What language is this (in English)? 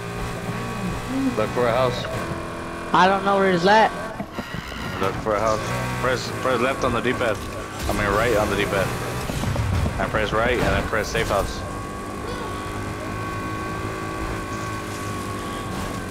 English